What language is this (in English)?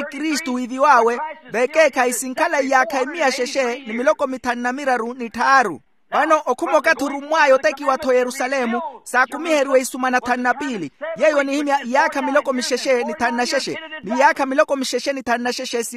Makhuwa